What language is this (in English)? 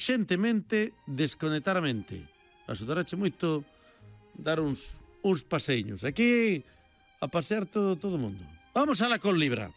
Galician